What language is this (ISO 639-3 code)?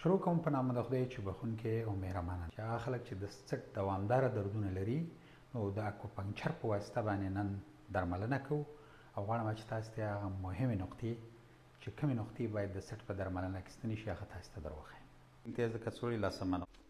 pus